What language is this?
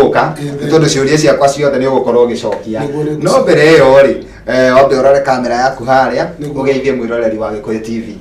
Kikuyu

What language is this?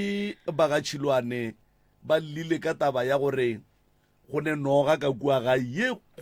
Northern Sotho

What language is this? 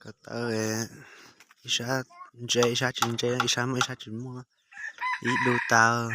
Hmong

